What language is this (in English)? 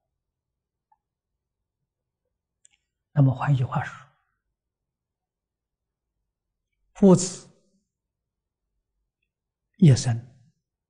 Chinese